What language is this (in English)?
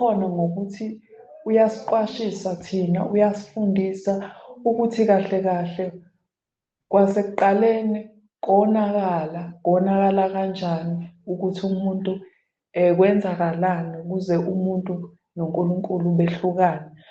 Zulu